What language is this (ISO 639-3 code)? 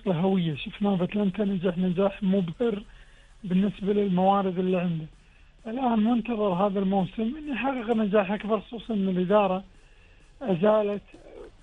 afb